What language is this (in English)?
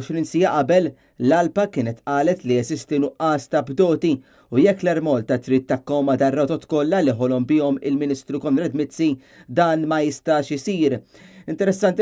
Maltese